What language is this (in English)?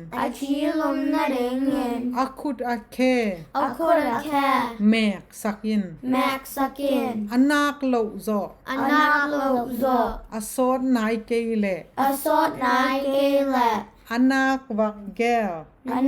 Tedim Chin